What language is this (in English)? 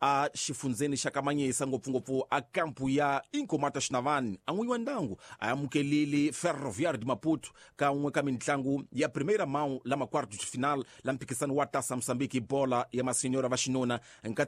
Tsonga